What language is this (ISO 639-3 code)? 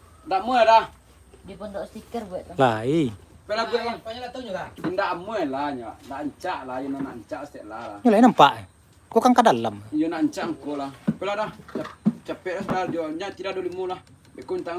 min